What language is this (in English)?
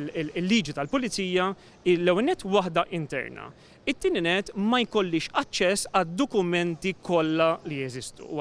Maltese